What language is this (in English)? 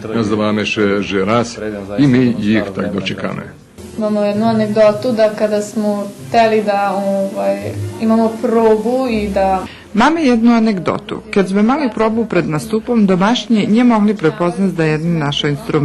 Rusyn